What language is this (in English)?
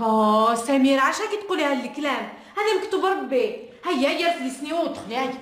Algerian Arabic